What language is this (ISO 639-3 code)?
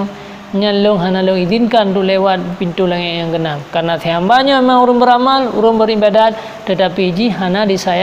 ace